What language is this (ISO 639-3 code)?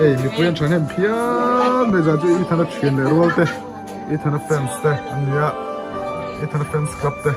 lus